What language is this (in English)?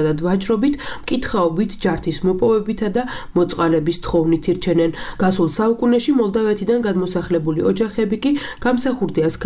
Georgian